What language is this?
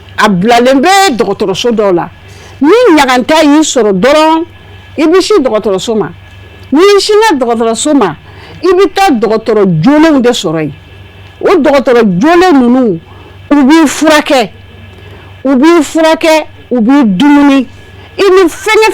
Bambara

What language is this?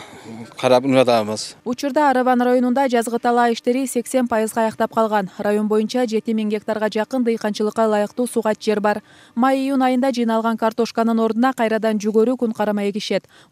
Kyrgyz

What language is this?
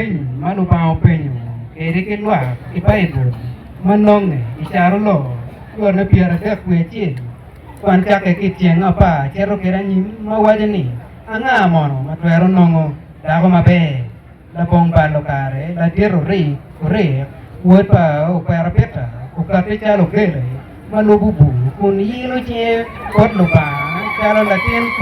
Acoli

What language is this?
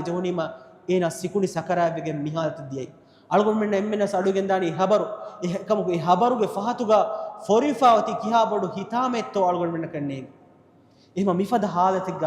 Divehi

